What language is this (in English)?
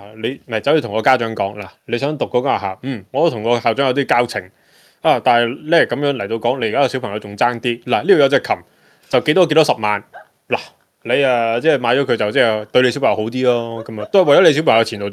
Cantonese